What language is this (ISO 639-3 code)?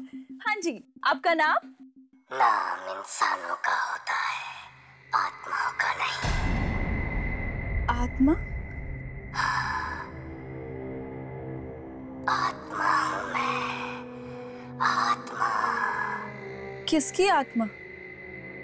hin